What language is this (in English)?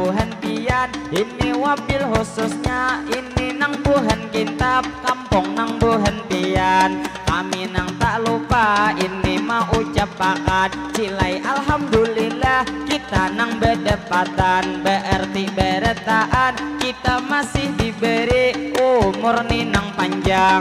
Banjar